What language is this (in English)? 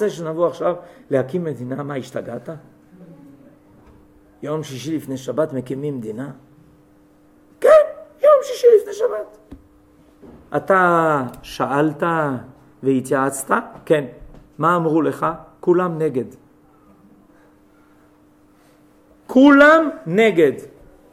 Hebrew